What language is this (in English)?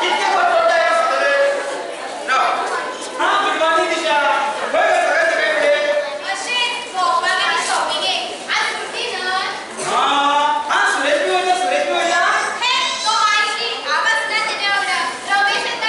Konkani